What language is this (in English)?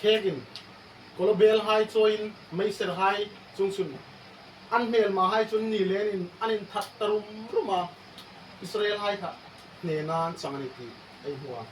Hmar